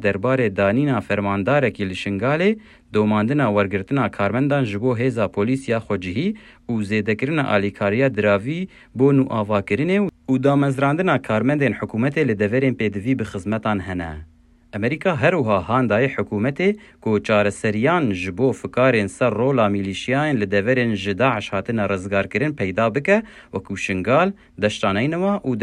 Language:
Kurdish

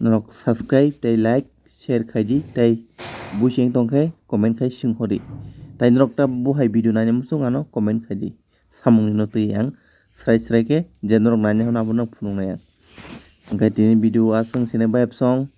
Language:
Kok Borok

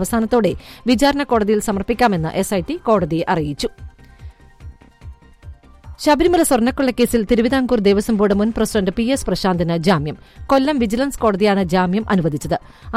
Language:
Malayalam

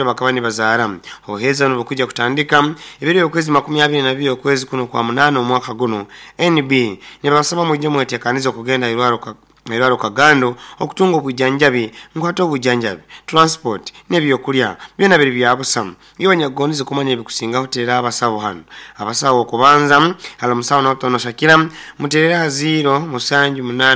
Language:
Nyoro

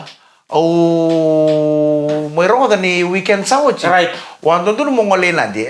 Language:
Fijian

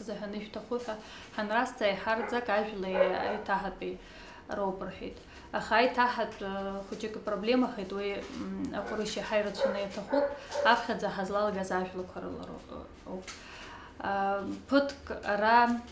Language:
Abkhazian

